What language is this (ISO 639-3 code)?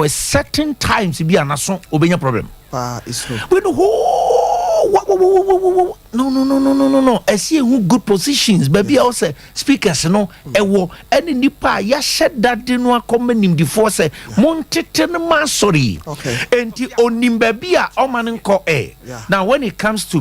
aka